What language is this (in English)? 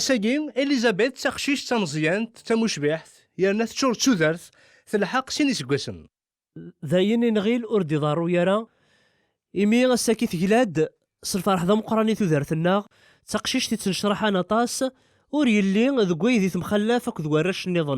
Kabyle